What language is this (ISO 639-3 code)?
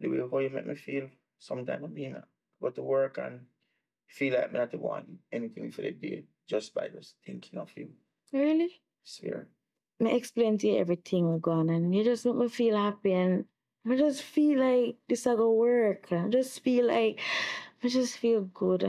jam